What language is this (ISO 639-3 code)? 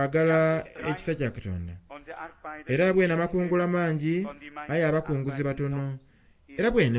xog